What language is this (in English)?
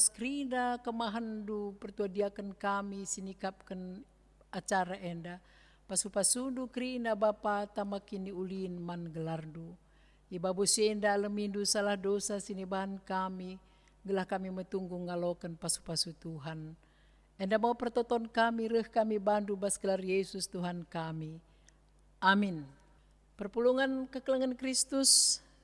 Batak Karo